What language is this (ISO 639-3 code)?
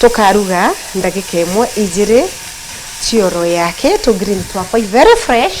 mer